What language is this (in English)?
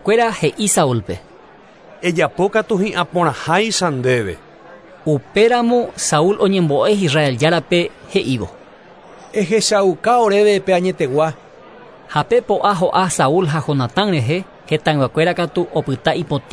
Guarani